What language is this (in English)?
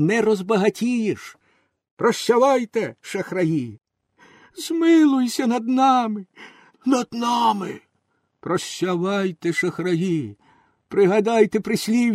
Ukrainian